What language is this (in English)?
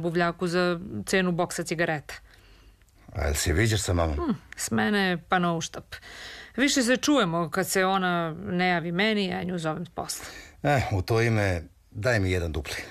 Serbian